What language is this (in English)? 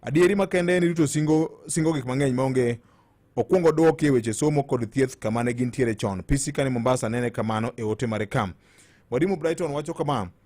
Luo (Kenya and Tanzania)